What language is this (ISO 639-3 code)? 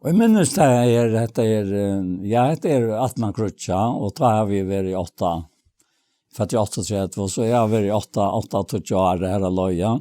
fao